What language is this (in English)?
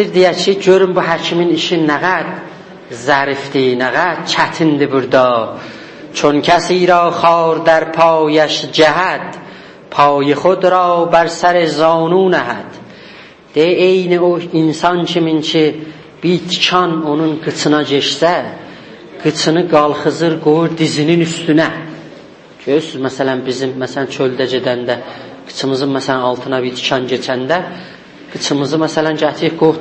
South Azerbaijani